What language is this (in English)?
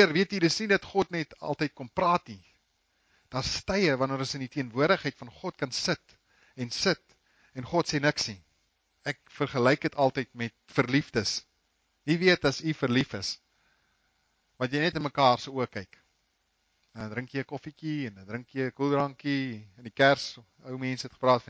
Afrikaans